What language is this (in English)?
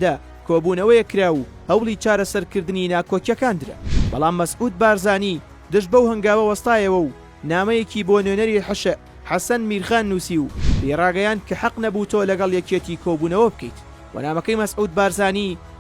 Central Kurdish